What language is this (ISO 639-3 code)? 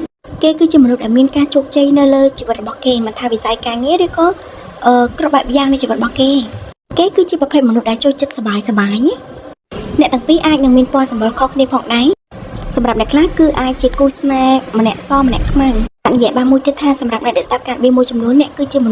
khm